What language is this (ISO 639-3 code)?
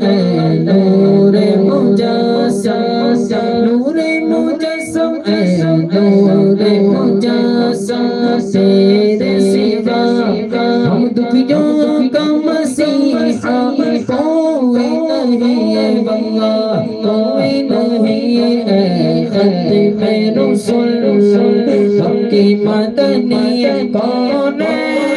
urd